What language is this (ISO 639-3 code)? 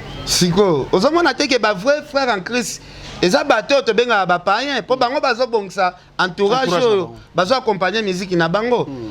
lin